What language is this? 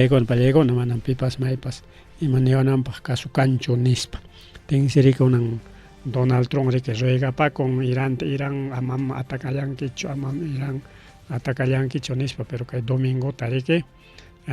Ayacucho Quechua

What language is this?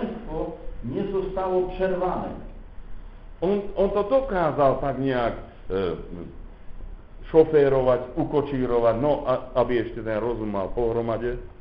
Slovak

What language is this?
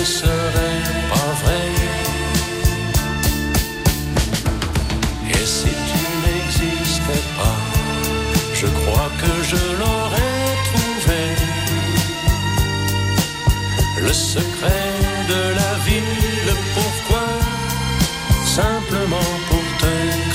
French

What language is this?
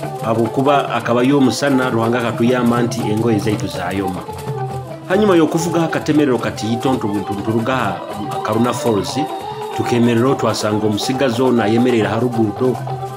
Nyoro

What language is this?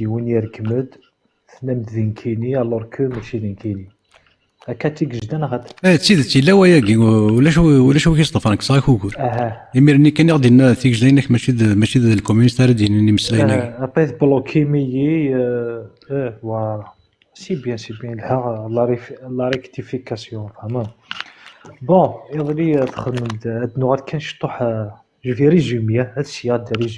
Kabyle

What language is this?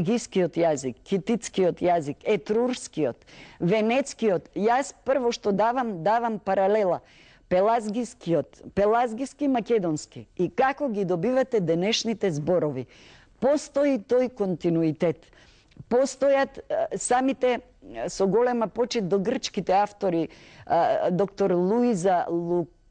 Macedonian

